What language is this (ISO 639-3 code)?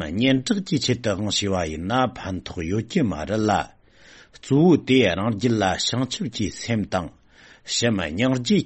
bod